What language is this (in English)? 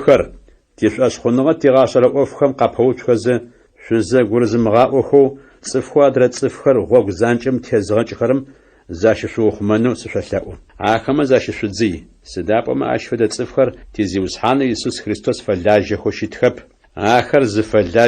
Adyghe